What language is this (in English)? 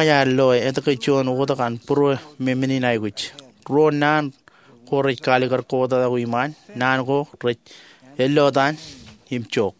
Marshallese